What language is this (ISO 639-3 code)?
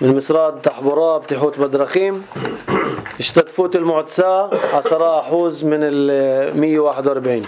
apc